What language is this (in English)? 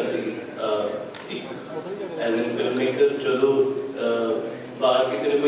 Punjabi